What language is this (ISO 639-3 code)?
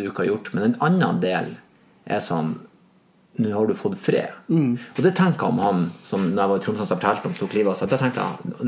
nor